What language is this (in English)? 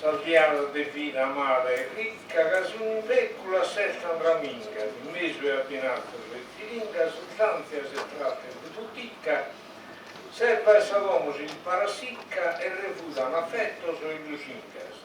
Sardinian